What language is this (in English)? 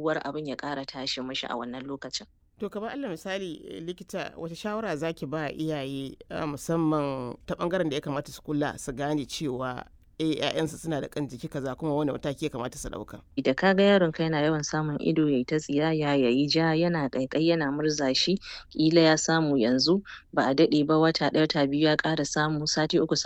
Hausa